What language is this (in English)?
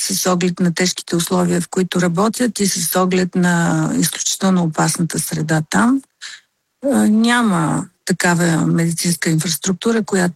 Bulgarian